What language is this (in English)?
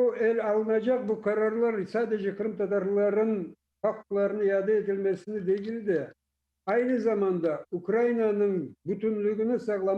Crimean Tatar